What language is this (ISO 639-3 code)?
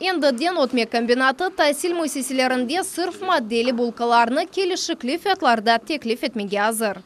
crh